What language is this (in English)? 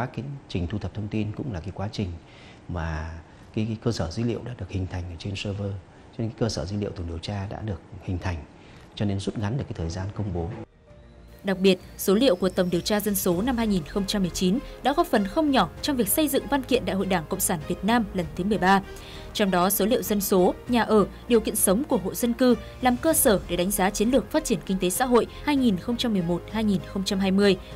Vietnamese